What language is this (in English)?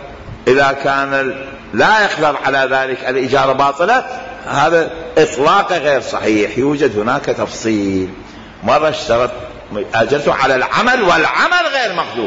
Mesopotamian Arabic